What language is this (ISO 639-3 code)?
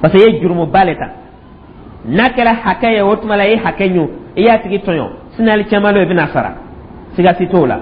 dyu